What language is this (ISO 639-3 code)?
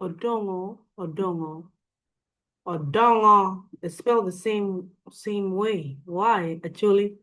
ach